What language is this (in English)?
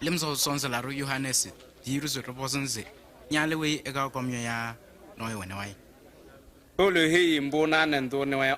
Kabiyè